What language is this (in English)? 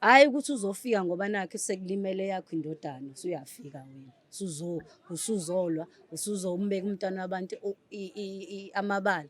Zulu